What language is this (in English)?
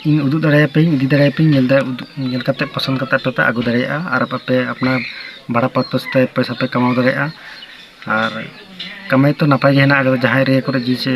Santali